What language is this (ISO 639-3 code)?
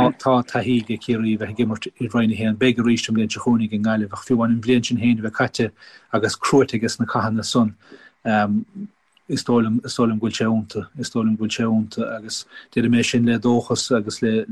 gle